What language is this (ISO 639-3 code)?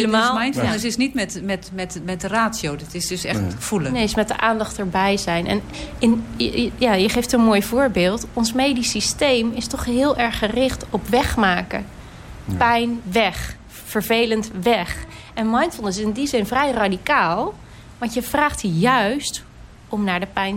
nld